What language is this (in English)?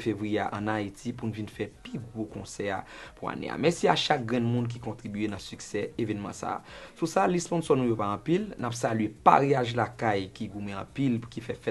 Haitian Creole